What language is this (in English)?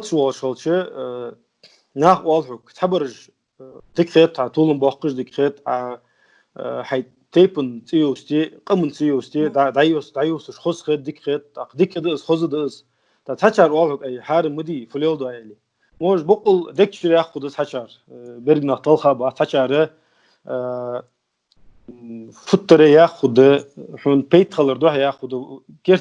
Ingush